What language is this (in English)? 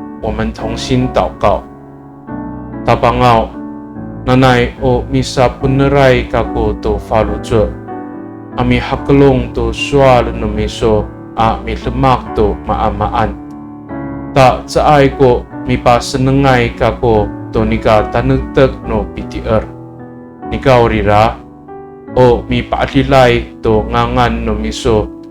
Amis